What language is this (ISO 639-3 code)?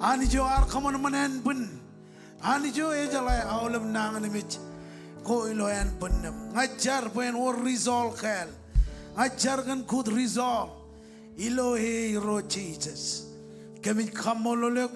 mah